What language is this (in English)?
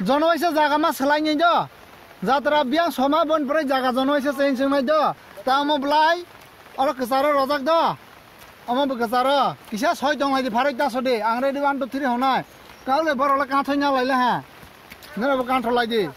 Kok Borok